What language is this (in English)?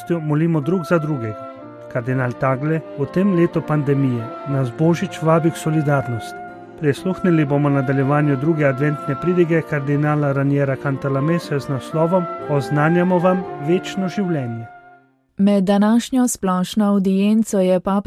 Slovenian